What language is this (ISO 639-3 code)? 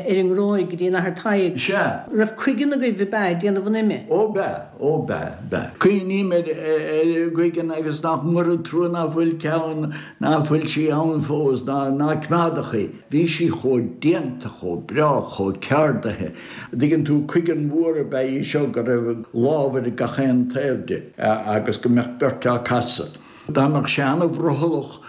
gle